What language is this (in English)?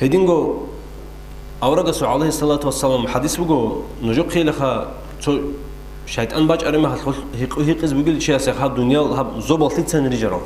Avaric